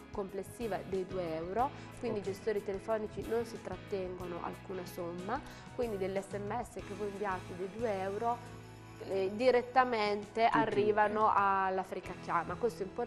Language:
Italian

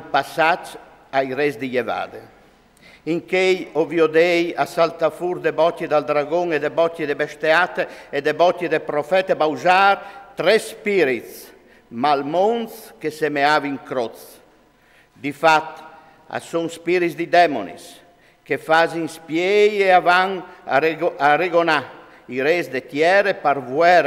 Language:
Friulian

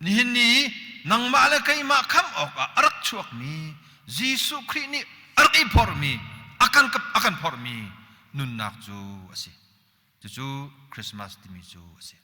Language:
Hakha Chin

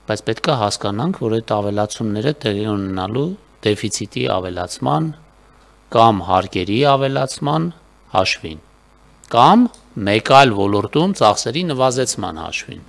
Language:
Armenian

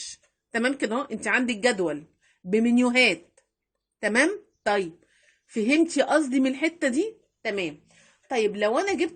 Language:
Egyptian Arabic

